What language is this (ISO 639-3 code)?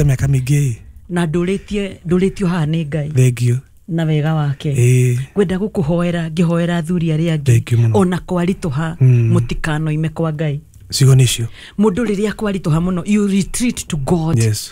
kik